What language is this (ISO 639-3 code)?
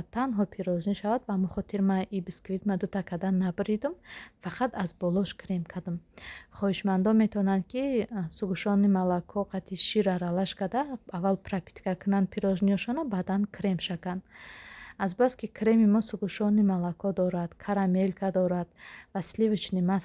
tgk